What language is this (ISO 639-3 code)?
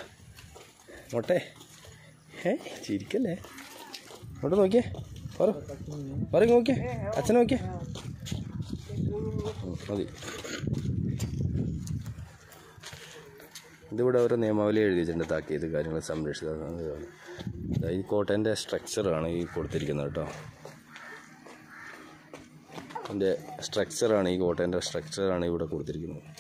mal